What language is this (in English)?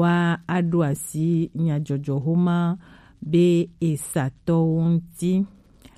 Gen